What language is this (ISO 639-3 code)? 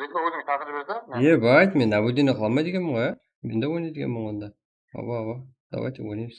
kaa